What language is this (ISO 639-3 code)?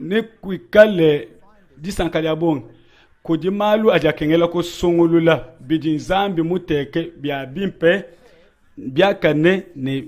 lua